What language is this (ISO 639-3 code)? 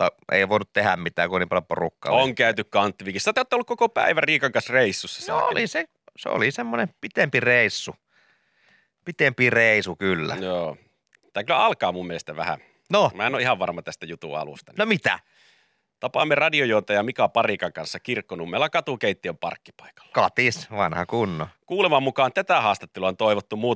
fin